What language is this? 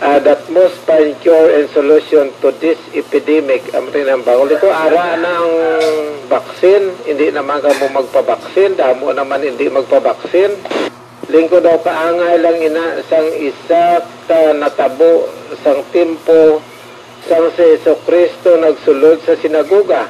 Hiligaynon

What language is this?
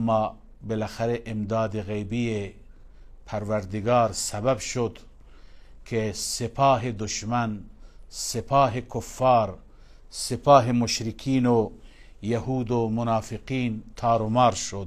Persian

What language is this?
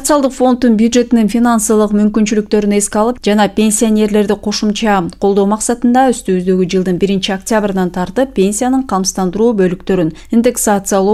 Kyrgyz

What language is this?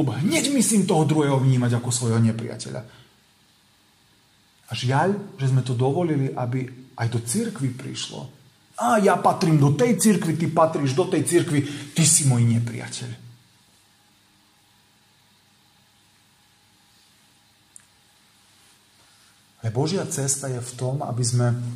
Slovak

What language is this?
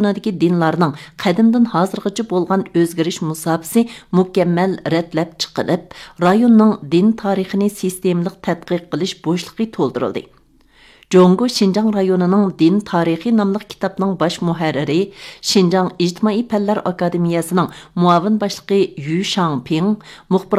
Uyghur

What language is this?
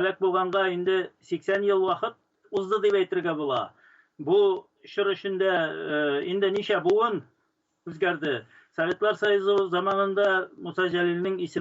Tatar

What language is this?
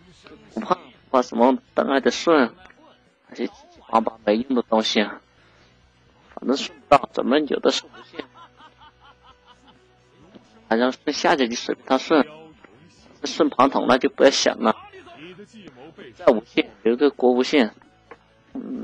Chinese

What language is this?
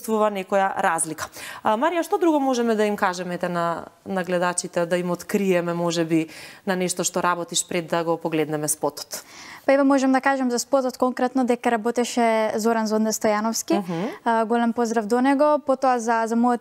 Macedonian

